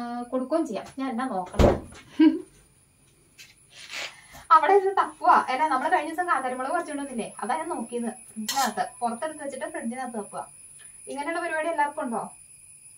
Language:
Malayalam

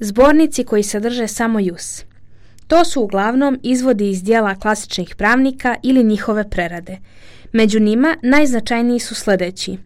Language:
Croatian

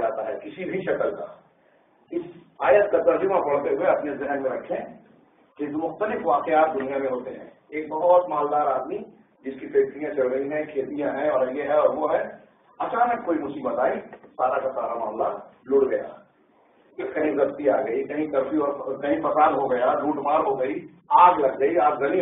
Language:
Urdu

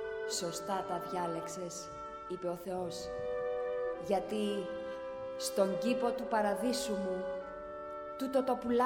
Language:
Greek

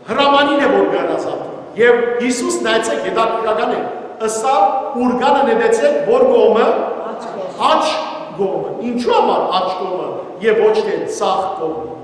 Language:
Western Armenian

